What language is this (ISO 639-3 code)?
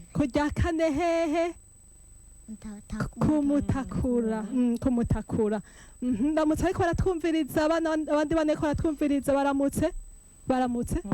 run